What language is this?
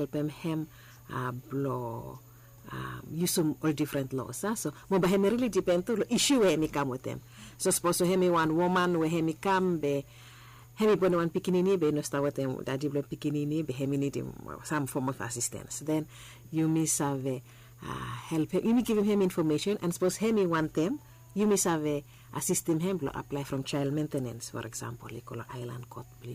Bislama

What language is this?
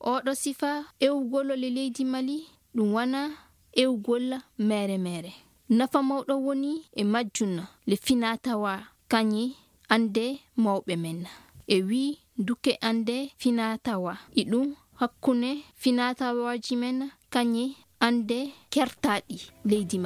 Fula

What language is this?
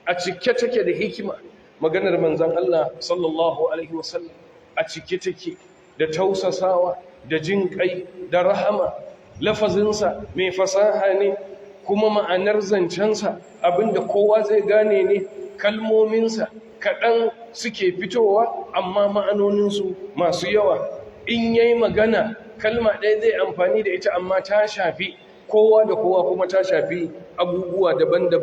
Hausa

